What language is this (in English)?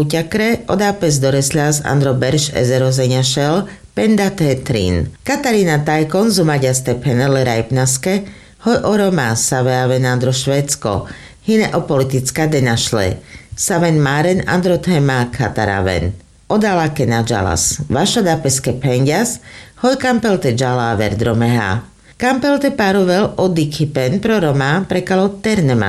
Carpathian Romani